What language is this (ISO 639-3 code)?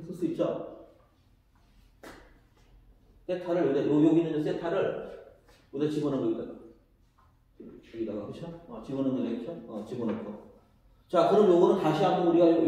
kor